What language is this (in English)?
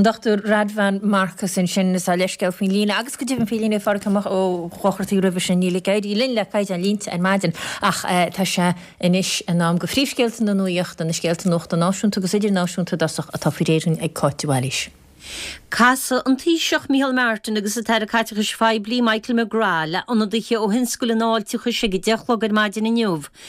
Irish